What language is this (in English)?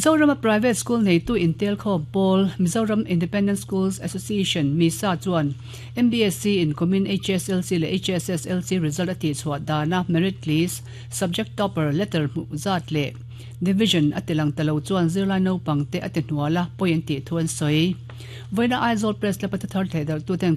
Mizo